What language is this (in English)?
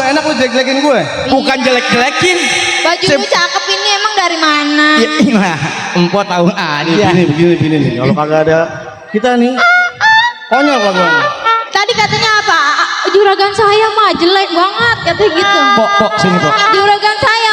Betawi